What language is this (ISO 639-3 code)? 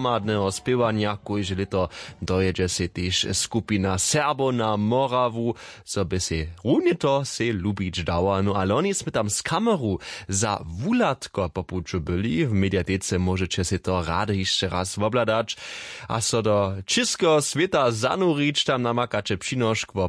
hsb